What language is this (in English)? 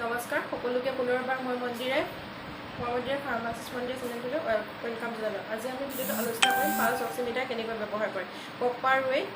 Assamese